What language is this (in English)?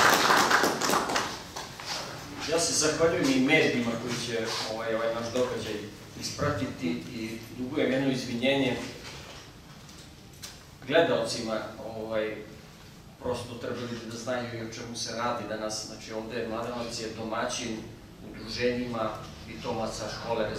Serbian